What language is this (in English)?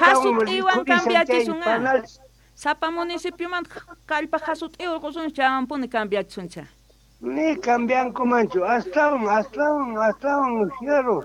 Quechua